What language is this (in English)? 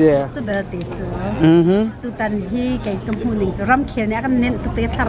Hakha Chin